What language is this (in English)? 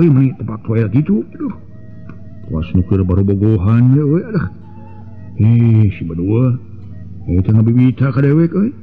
Sundanese